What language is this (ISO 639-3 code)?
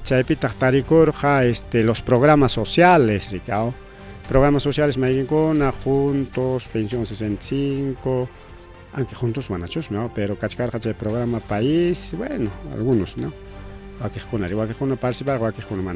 quy